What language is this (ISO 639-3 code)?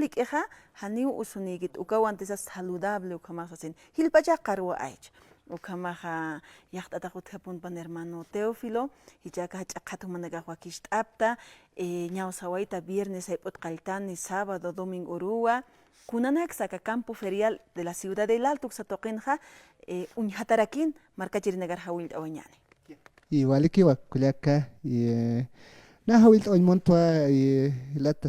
aym